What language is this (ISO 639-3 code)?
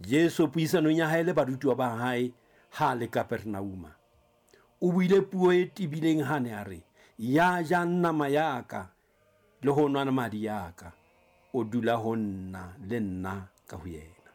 sot